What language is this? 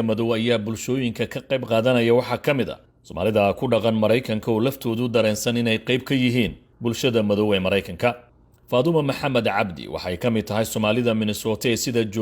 Somali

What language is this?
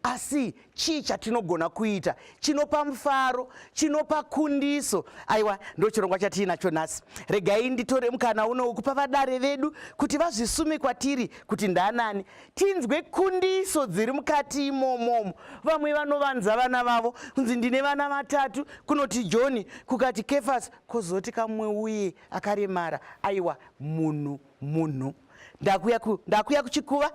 Shona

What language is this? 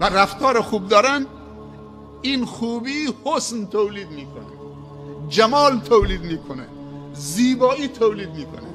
Persian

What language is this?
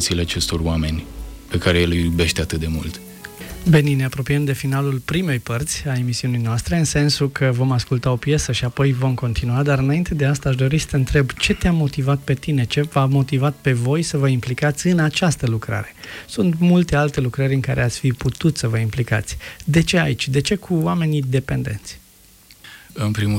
Romanian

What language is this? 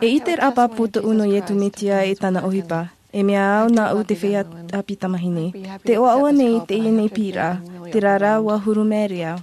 Tahitian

